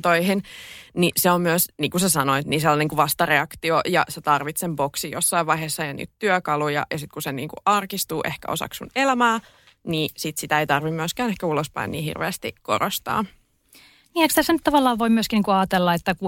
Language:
Finnish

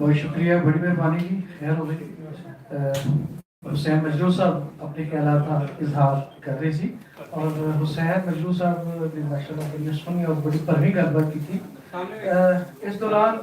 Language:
Western Panjabi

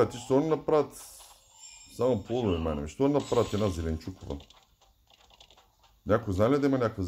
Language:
Bulgarian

